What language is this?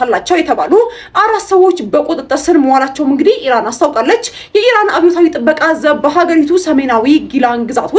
Amharic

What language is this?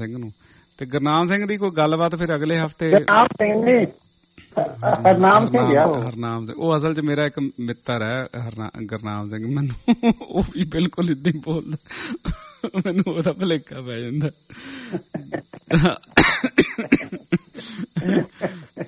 Punjabi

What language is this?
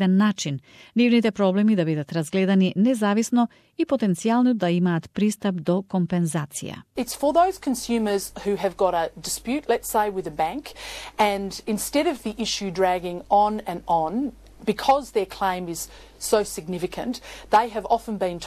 Macedonian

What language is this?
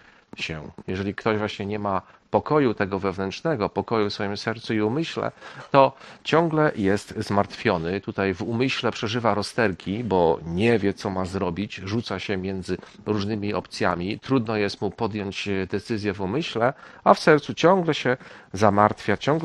Polish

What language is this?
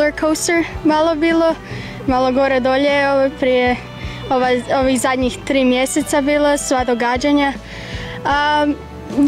Croatian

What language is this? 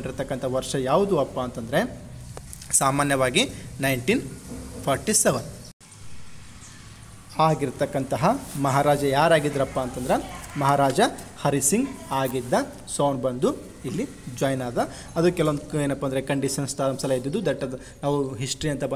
Kannada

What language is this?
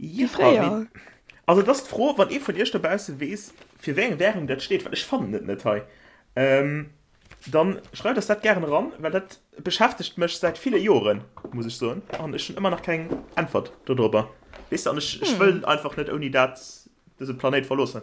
Luxembourgish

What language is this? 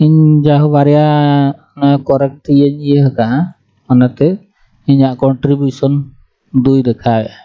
Santali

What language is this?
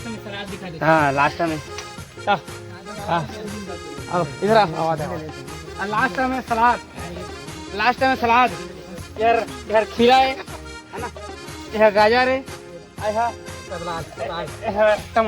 Chhattisgarhi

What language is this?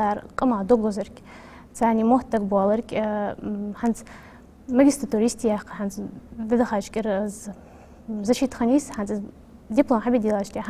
Ingush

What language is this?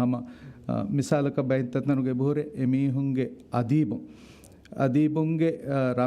Divehi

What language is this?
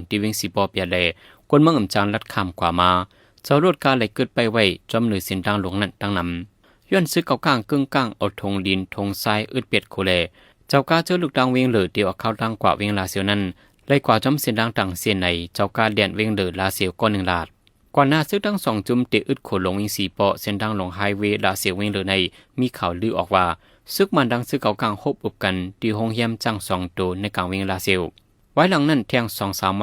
Shan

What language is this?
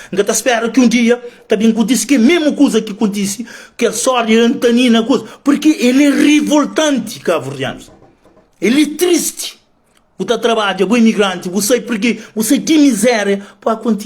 Kabuverdianu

